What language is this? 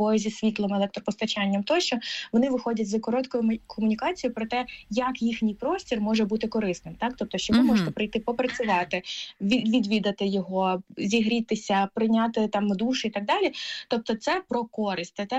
Ukrainian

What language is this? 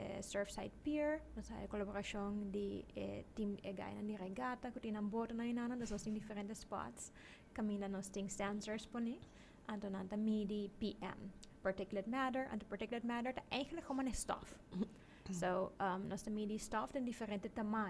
Papiamento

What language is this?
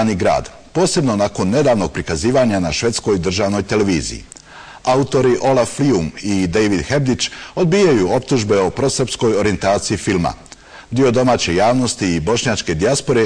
Bosnian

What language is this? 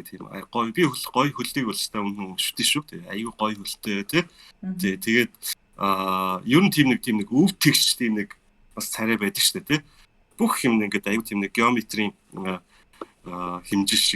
Mongolian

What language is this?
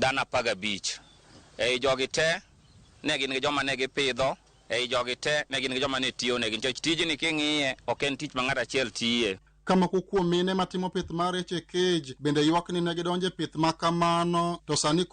Luo (Kenya and Tanzania)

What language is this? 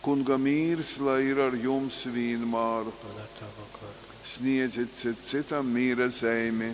Latgalian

